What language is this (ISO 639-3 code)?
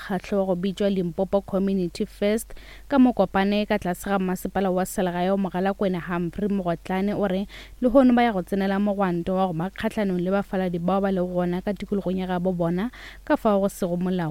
nso